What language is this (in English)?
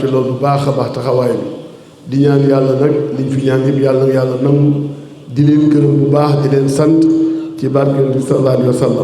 Wolof